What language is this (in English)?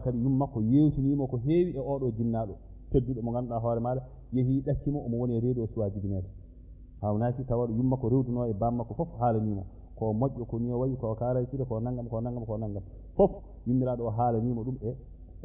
Fula